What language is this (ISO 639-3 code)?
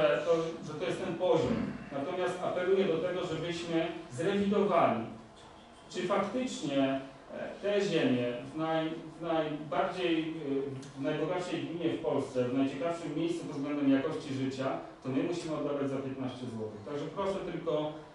pol